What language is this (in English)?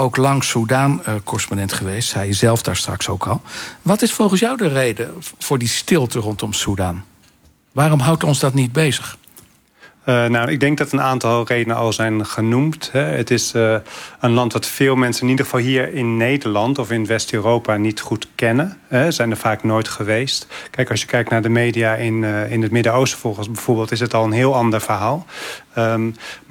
Dutch